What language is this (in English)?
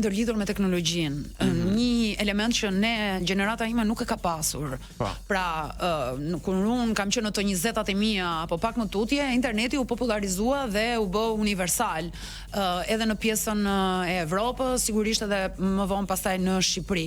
Albanian